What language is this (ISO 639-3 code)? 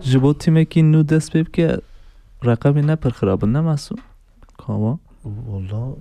kur